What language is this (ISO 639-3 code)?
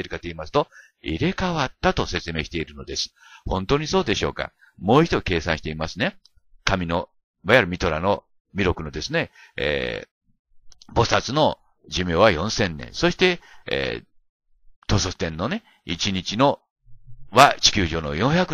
jpn